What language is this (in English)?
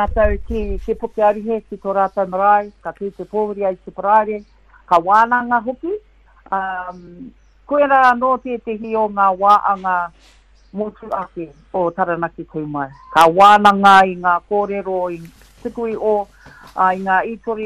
Māori